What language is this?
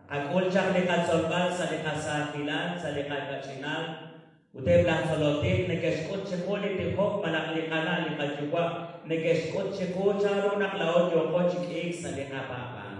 Kekchí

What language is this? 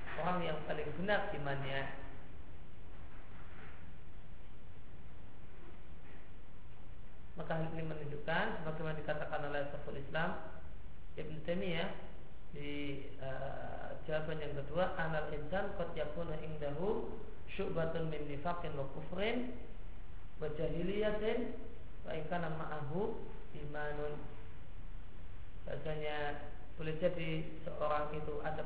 Indonesian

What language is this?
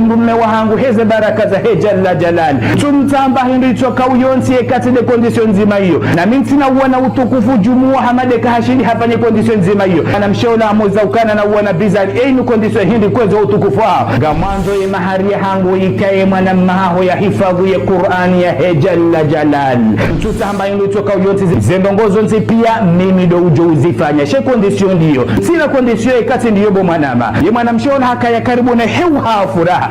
Ngazidja Comorian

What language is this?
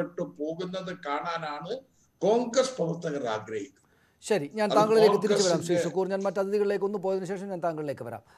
Malayalam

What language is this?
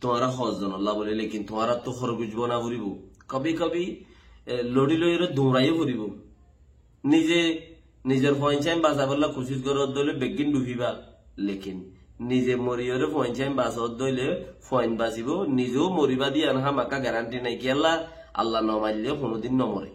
Rohingya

